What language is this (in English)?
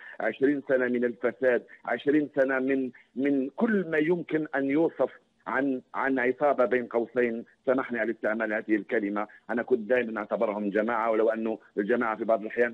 Arabic